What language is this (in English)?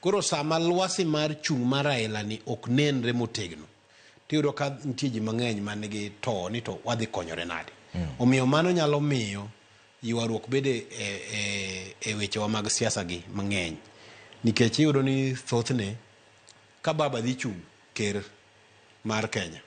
Luo (Kenya and Tanzania)